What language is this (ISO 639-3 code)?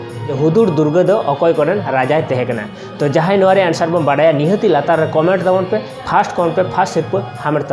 sat